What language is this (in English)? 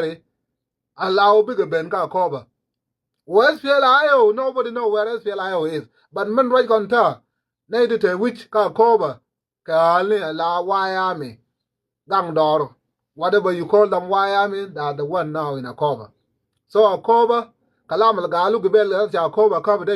Nuer